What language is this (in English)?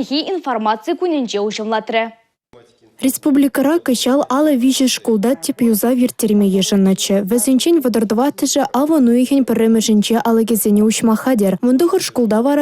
Chuvash